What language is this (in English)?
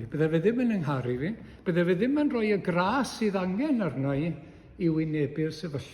Welsh